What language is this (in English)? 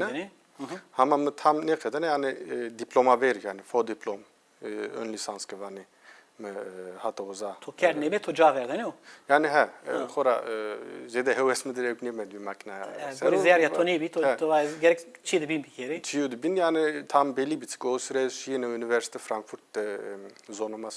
Zaza